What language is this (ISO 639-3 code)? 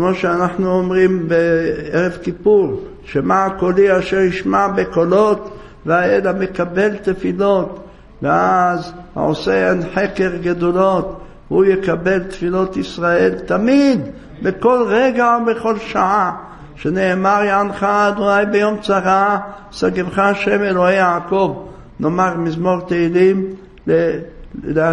heb